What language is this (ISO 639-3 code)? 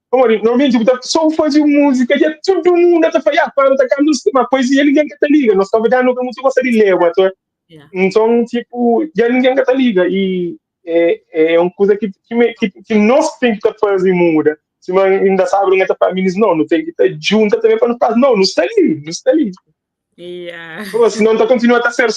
kea